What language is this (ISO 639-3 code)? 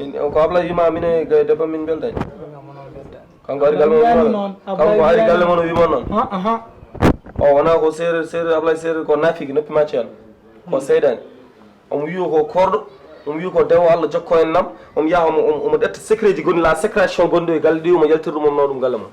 ful